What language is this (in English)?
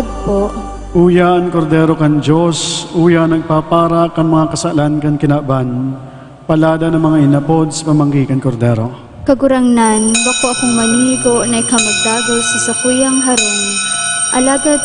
Bikol